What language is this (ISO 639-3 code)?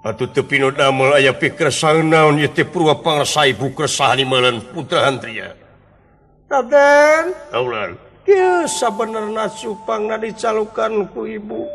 sun